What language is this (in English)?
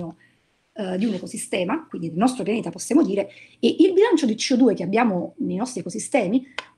Italian